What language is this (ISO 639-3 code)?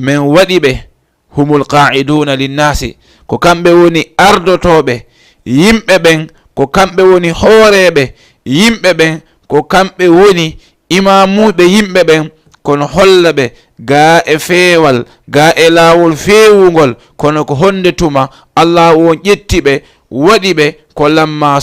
ful